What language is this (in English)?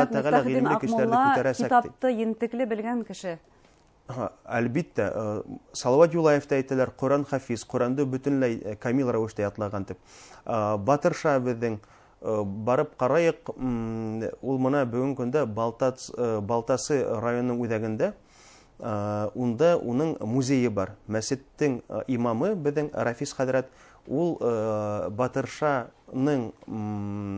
Bashkir